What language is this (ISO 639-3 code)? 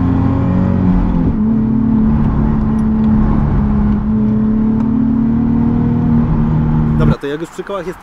pol